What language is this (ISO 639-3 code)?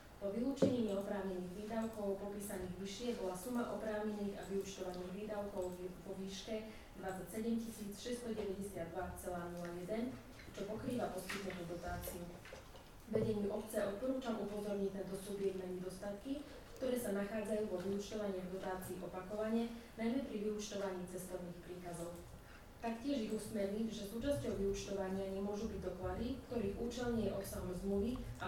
slk